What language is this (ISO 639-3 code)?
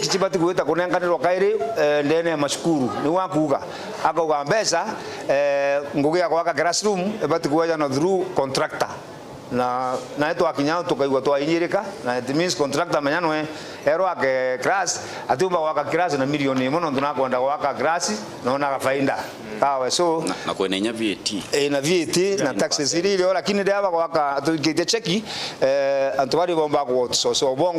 mer